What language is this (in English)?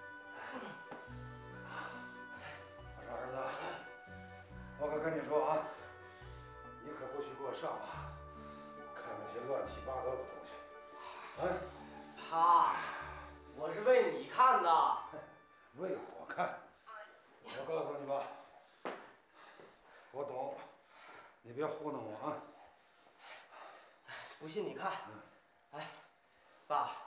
Chinese